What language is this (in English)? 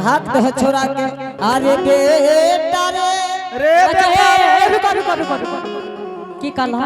Angika